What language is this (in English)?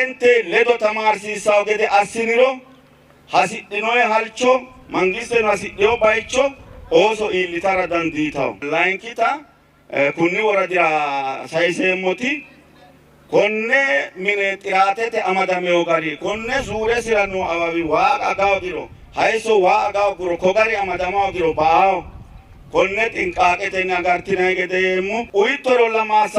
Sidamo